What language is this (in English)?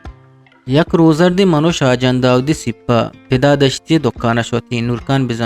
Eastern Balochi